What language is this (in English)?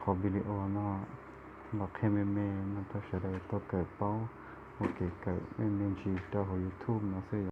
Hmong